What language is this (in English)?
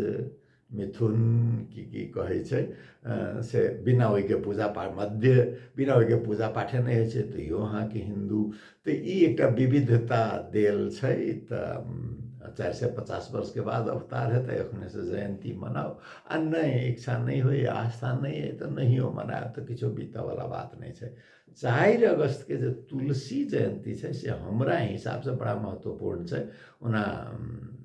Maithili